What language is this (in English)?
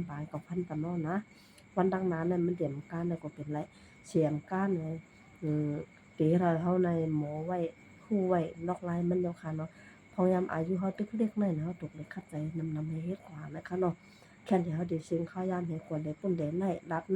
Shan